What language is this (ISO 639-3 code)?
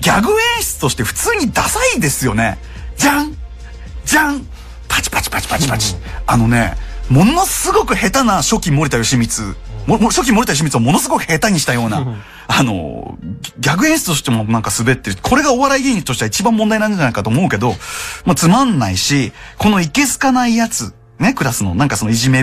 jpn